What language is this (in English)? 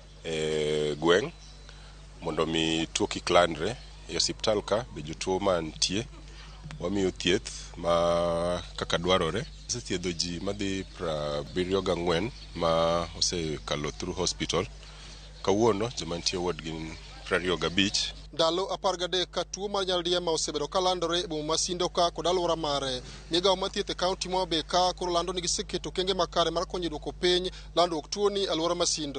Luo (Kenya and Tanzania)